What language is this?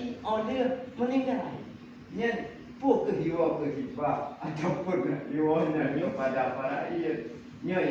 Achinese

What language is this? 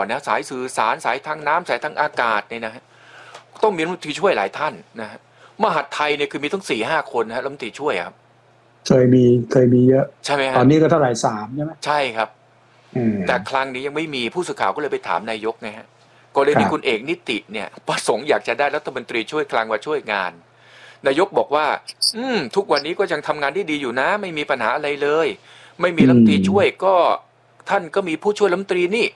Thai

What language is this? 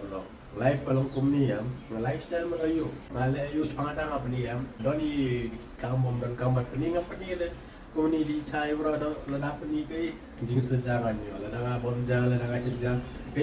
Khasi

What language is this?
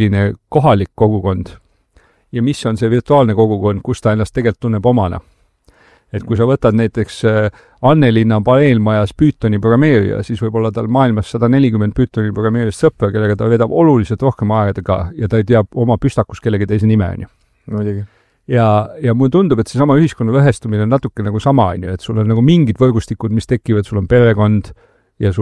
Estonian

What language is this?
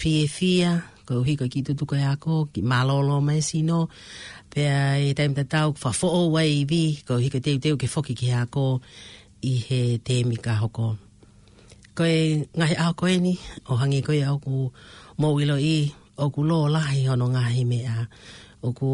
Tongan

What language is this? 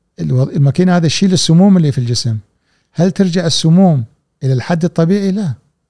Gulf Arabic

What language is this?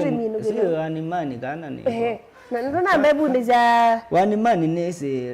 Kamba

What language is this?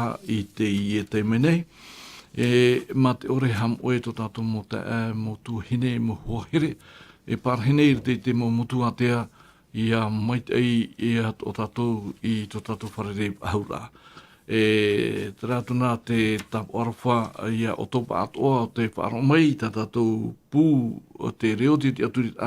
Tahitian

